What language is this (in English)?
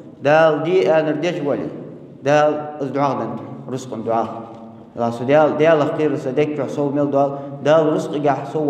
Ingush